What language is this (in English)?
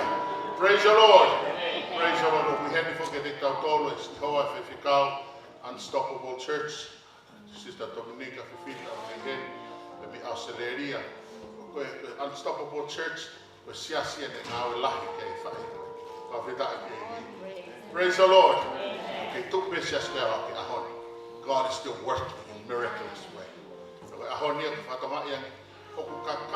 Tongan